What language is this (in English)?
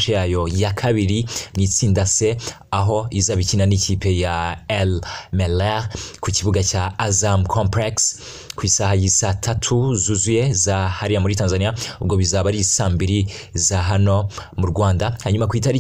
Kinyarwanda